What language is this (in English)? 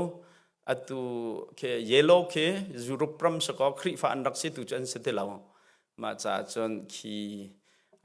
Hakha Chin